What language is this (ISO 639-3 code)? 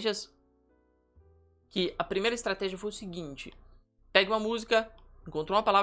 por